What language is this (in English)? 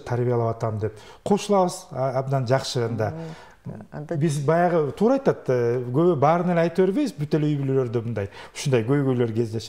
Kyrgyz